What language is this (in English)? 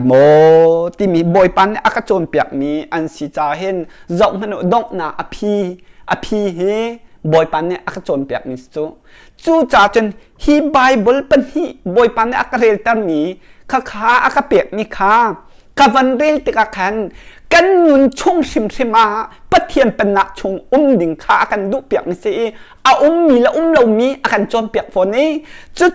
Hakha Chin